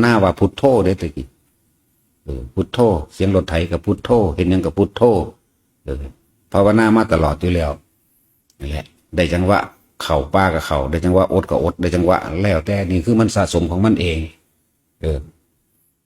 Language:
Northeastern Thai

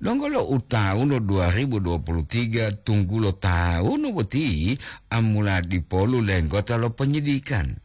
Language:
Gorontalo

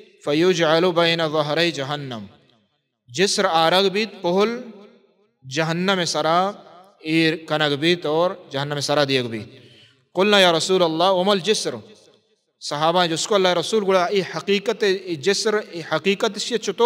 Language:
Baluchi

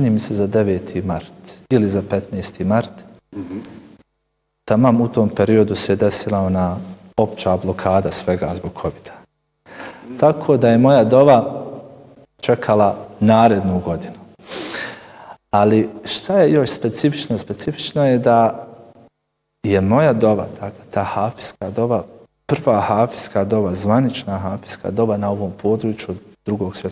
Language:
Bosnian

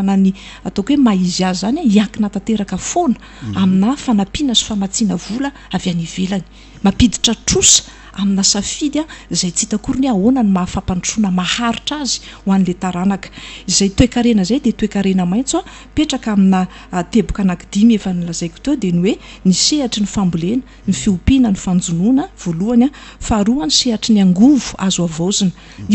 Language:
Malagasy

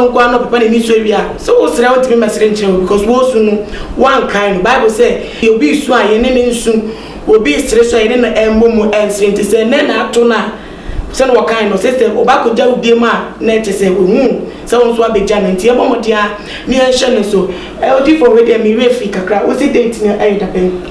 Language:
Akan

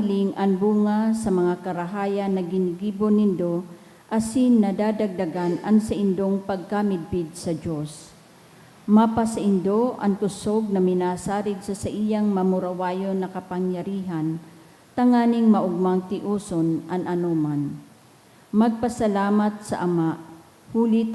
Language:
Bikol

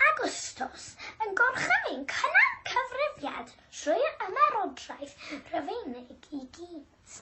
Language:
Welsh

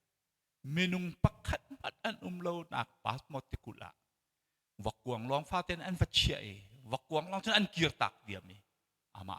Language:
Hakha Chin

